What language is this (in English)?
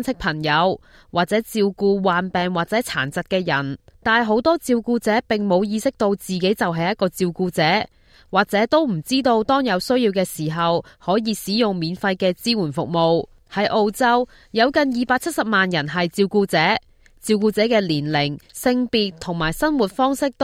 Cantonese